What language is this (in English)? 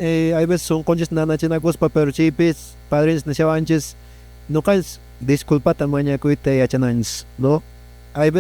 Quechua